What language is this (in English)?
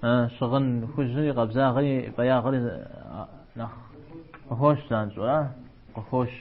Kabardian